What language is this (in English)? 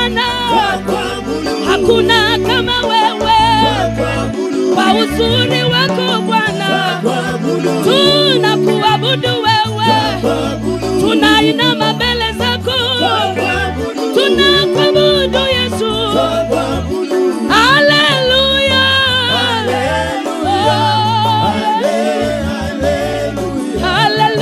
Swahili